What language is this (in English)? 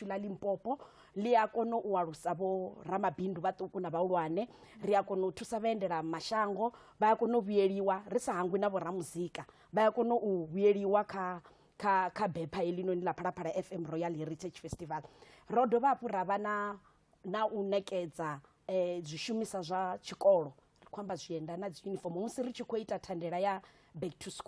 Venda